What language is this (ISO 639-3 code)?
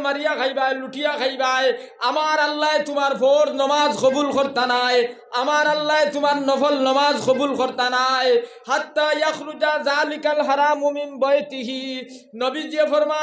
syl